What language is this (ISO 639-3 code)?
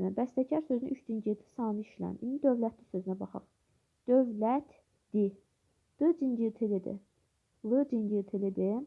aze